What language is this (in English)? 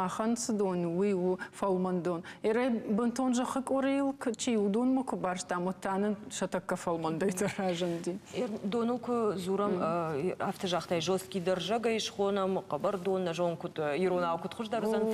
Ossetic